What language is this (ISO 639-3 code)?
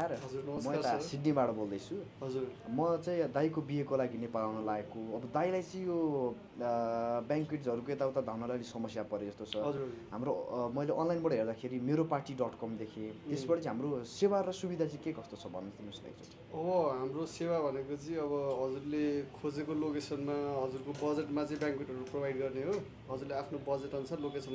nep